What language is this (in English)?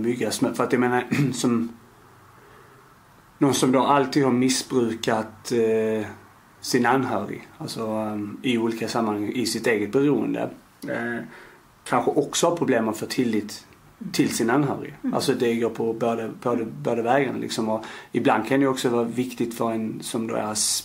Swedish